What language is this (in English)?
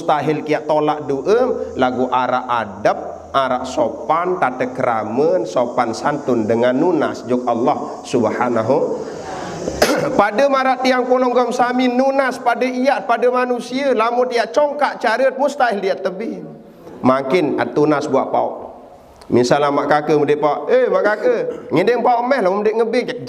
Sasak